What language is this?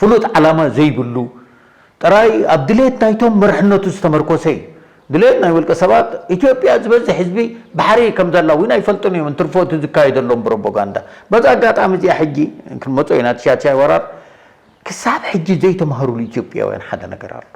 Tigrinya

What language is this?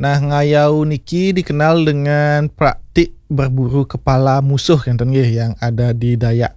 Balinese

